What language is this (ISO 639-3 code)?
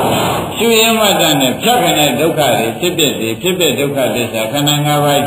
mya